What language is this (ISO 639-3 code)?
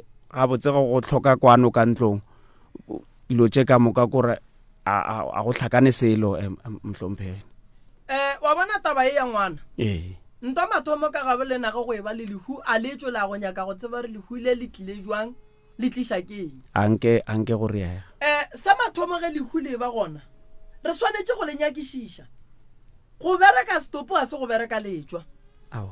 nso